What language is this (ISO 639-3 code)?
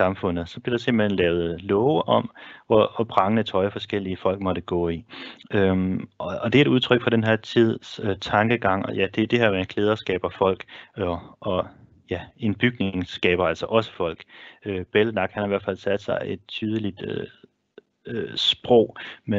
dan